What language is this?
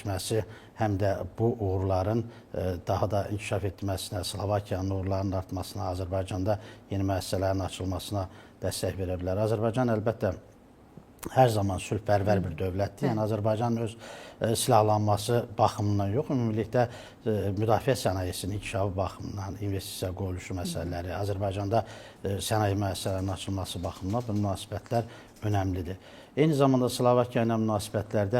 Azerbaijani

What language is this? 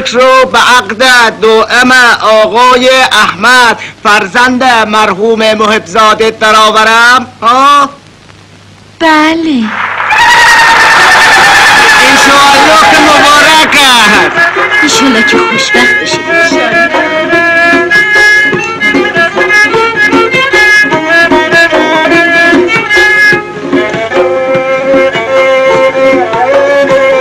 Persian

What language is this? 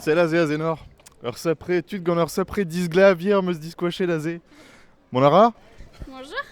Breton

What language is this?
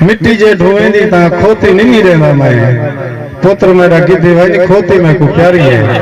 Saraiki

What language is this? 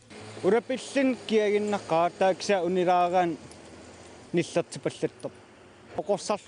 Kalaallisut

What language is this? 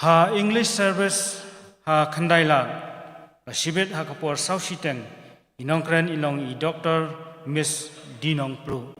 Khasi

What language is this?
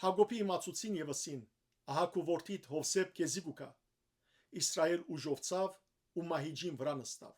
Western Armenian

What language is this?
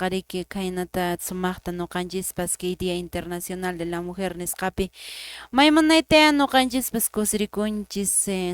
Quechua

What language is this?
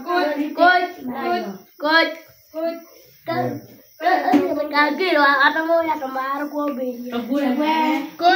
Acoli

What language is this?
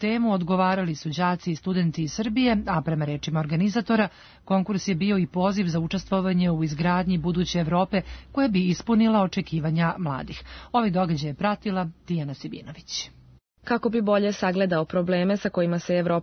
Serbian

